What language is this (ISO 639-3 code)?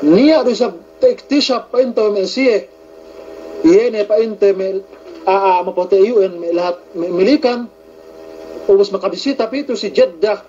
yka